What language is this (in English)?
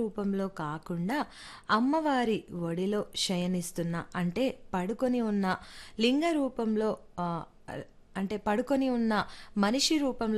Telugu